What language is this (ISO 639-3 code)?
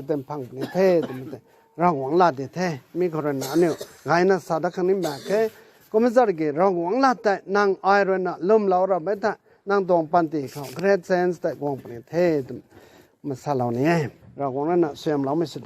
nbu